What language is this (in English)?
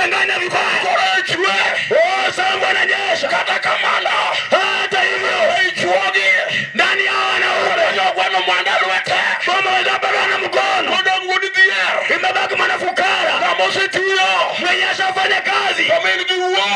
Luo (Kenya and Tanzania)